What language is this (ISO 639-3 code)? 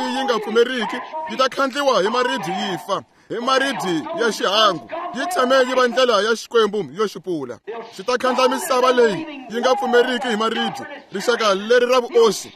tso